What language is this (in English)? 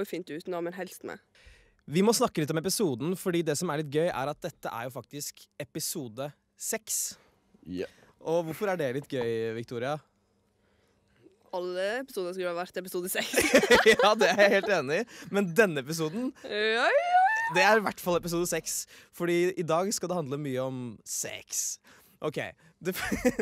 Norwegian